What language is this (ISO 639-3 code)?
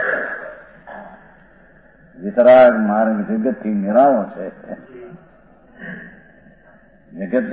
guj